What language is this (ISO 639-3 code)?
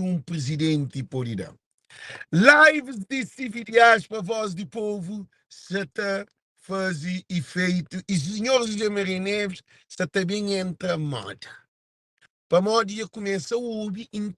kea